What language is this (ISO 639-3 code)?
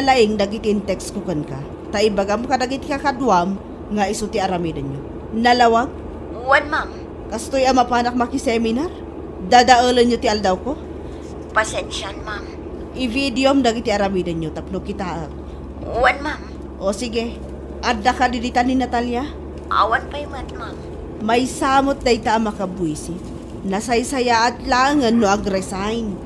ilo